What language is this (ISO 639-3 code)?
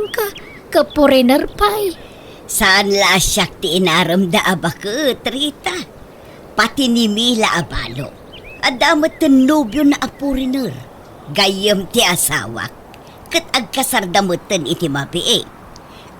ilo